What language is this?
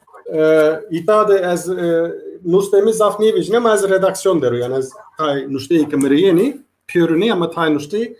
Zaza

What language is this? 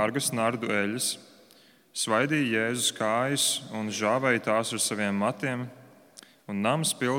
Latvian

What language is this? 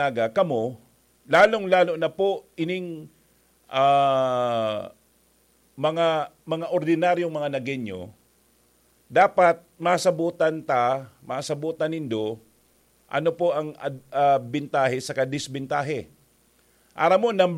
Bikol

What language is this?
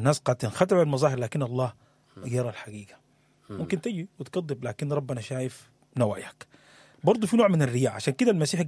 Sudanese Arabic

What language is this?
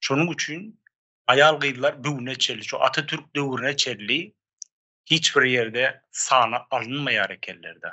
Turkmen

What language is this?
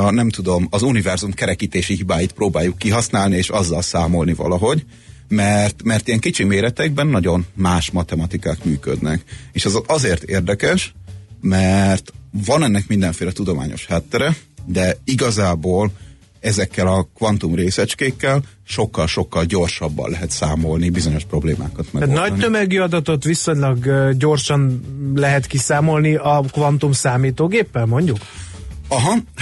Hungarian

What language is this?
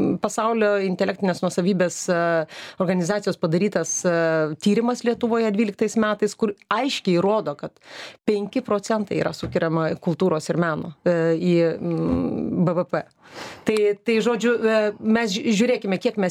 Lithuanian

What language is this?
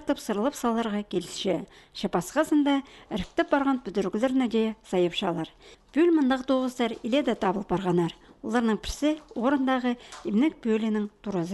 Khakas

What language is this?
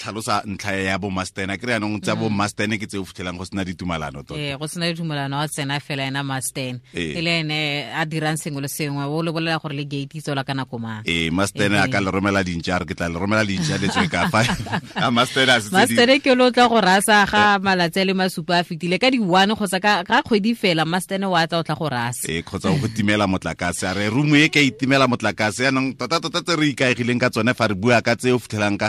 Tswana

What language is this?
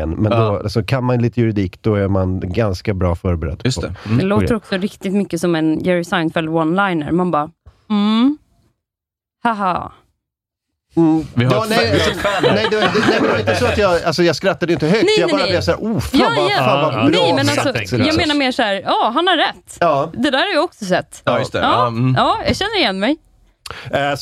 Swedish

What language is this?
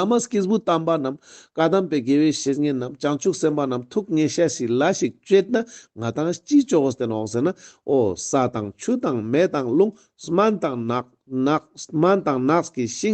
Ladakhi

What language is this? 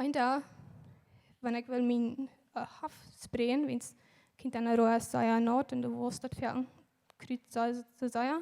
Plautdietsch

